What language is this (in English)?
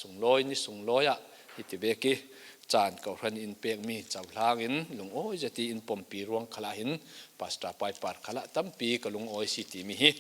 Falam Chin